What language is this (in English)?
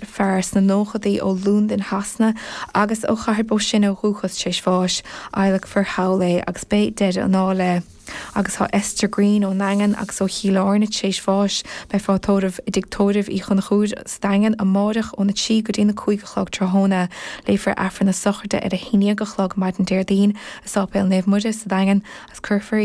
Irish